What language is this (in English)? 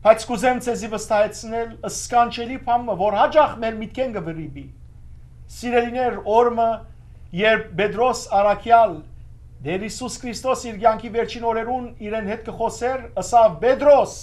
Western Armenian